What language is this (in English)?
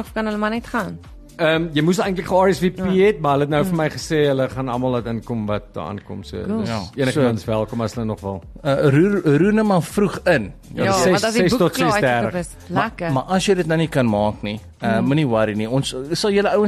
Afrikaans